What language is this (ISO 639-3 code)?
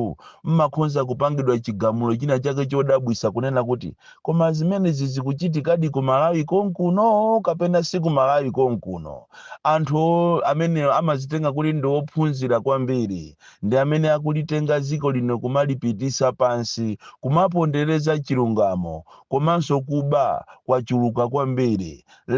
nya